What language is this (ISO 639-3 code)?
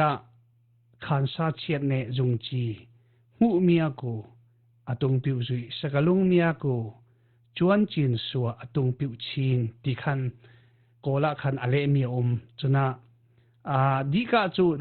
cfm